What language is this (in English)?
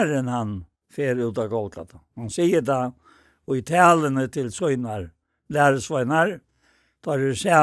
Faroese